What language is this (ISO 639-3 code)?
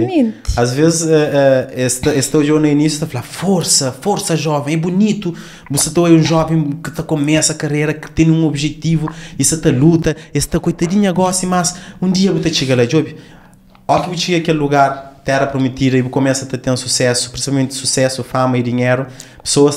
kea